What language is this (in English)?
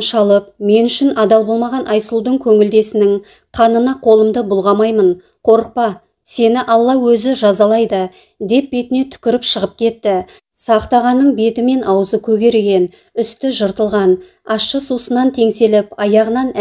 Kazakh